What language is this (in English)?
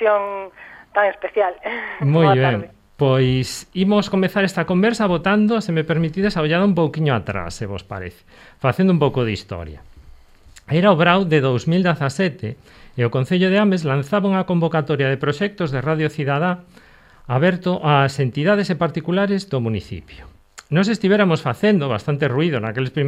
Galician